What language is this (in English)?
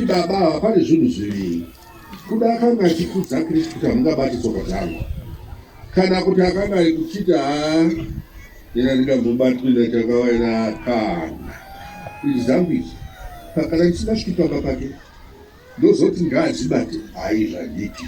Shona